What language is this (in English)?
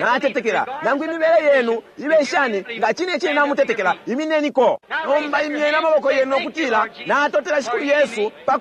Bemba